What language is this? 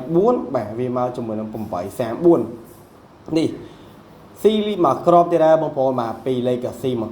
Khmer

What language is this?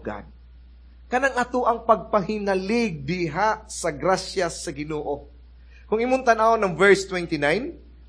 Cebuano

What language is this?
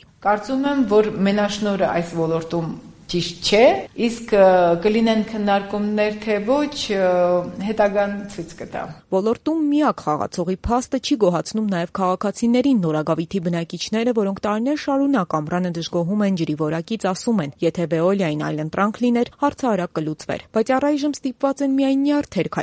Armenian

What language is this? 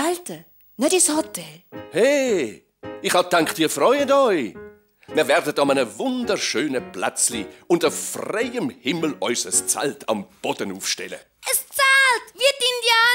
Swiss German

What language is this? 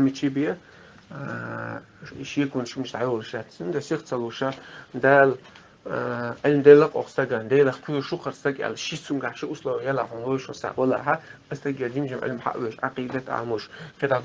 Chechen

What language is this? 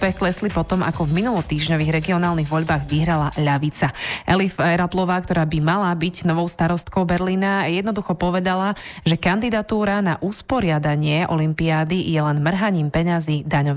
Slovak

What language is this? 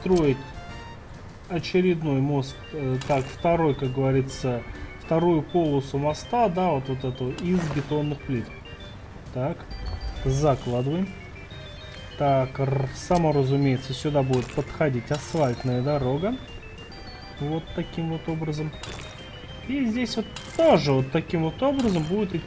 Russian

